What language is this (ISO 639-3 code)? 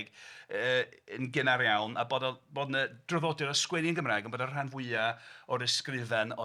cym